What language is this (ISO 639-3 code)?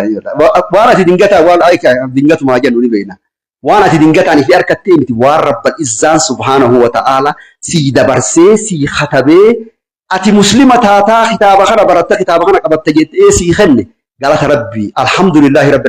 orm